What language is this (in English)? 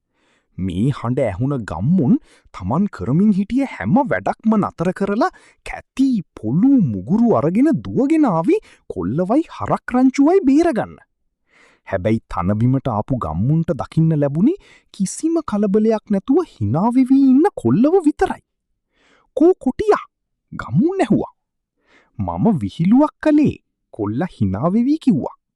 Sinhala